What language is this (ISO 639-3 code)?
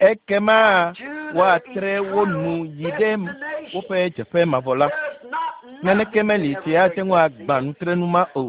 ewe